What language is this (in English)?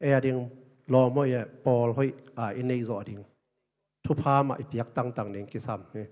Tedim Chin